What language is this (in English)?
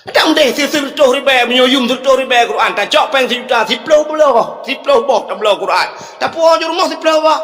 Achinese